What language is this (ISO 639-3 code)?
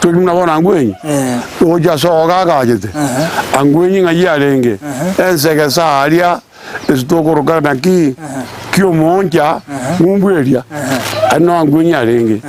guz